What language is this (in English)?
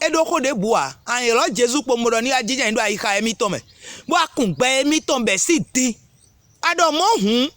Fon